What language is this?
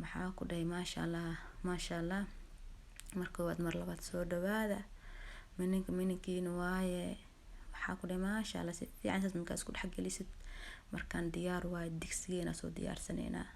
Somali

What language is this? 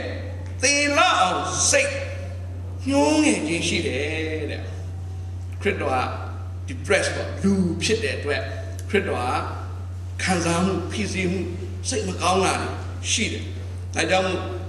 Burmese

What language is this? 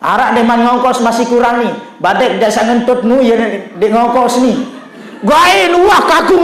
Sasak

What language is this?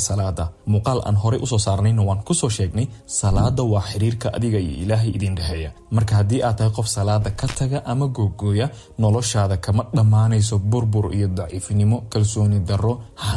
Somali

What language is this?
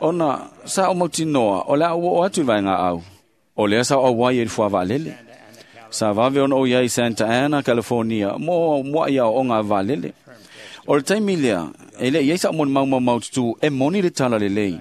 Samoan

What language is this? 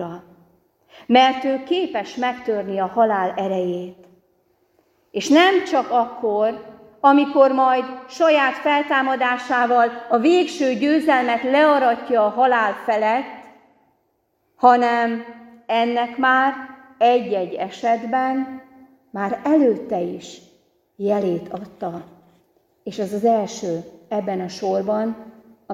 Hungarian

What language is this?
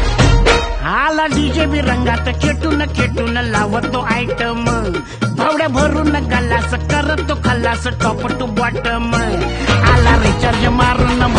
Marathi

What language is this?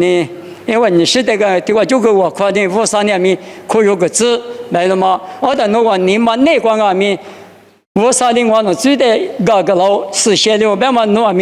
Lisu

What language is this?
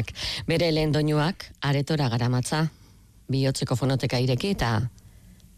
Basque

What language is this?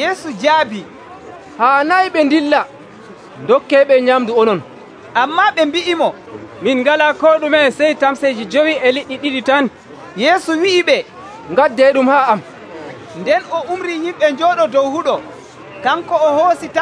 Nigerian Fulfulde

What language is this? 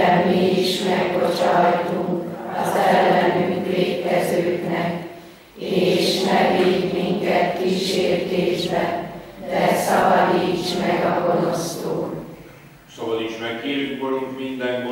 Hungarian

